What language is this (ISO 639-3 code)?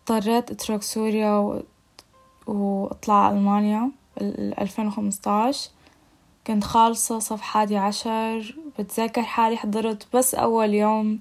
apc